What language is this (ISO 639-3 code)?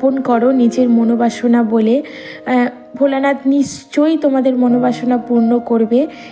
ben